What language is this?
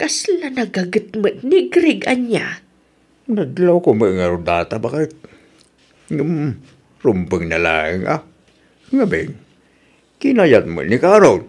Iloko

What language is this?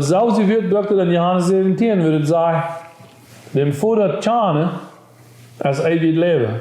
Plautdietsch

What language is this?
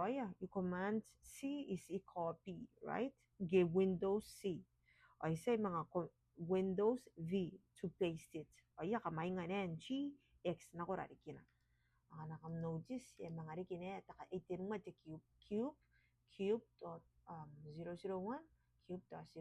Gilbertese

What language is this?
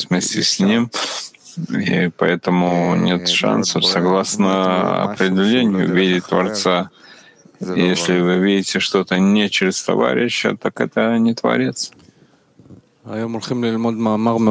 Russian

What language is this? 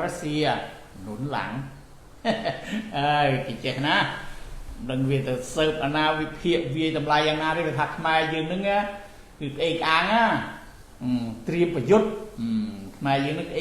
Khmer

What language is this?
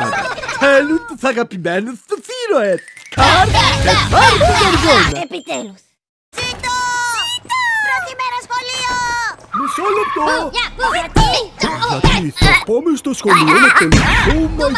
Greek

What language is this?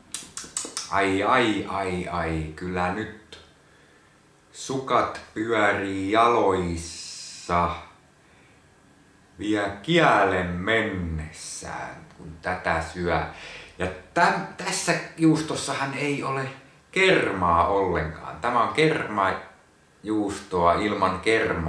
Finnish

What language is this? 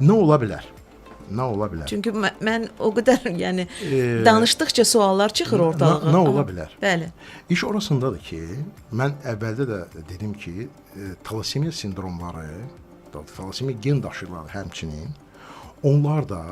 Azerbaijani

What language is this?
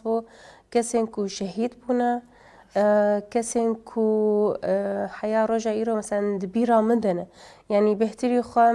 Kurdish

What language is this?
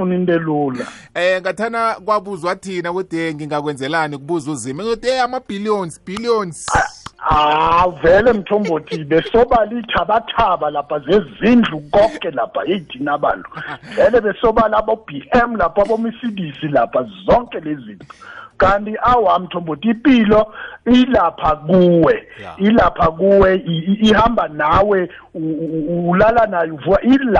South Ndebele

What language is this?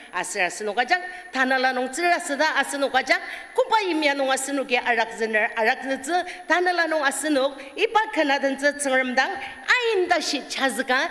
Ao Naga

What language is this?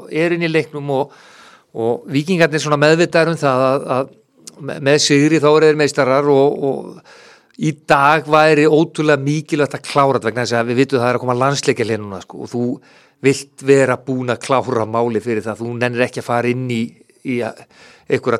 Icelandic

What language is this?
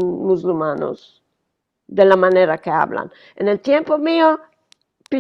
Ladino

